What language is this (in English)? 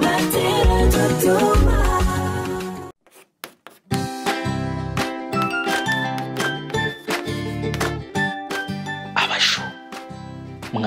Kinyarwanda